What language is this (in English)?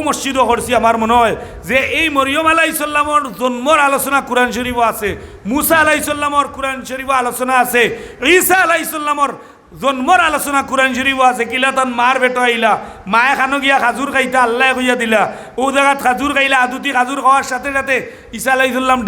Sylheti